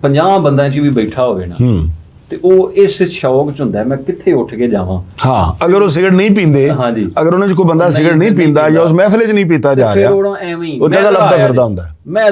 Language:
Western Panjabi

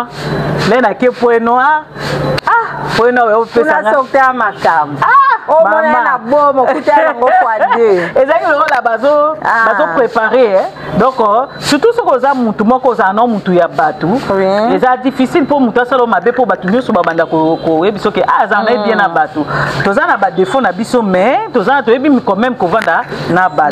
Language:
Lingala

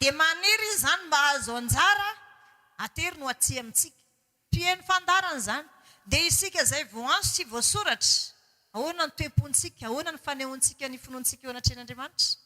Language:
Malagasy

